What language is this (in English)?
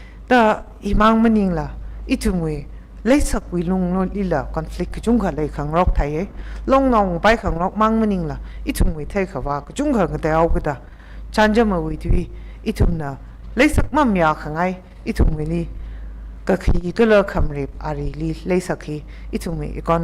Tangkhul Naga (India)